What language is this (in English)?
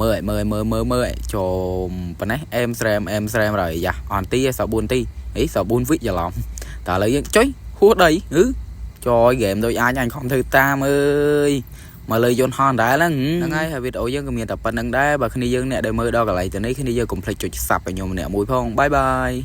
Khmer